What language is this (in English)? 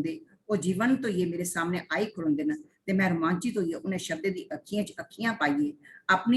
Dogri